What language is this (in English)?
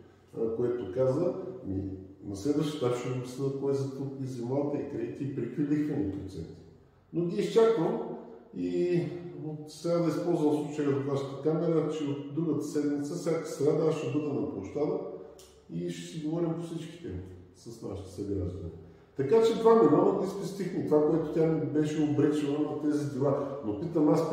Bulgarian